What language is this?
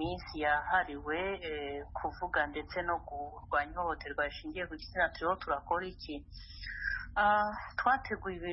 Kinyarwanda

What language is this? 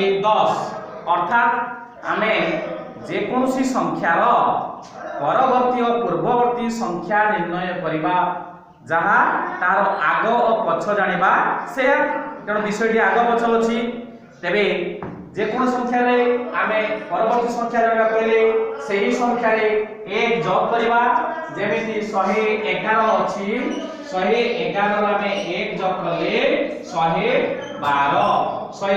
Odia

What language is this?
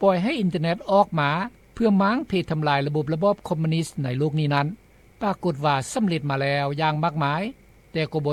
Lao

